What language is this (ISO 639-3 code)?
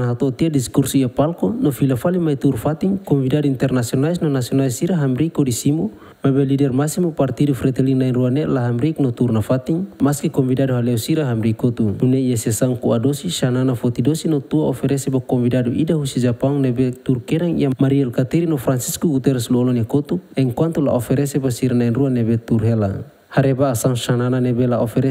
tet